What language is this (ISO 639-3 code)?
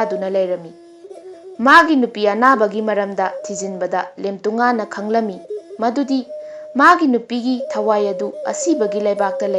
mni